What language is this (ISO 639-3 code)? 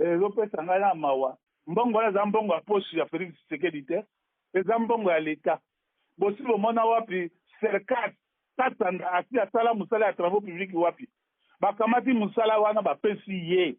lin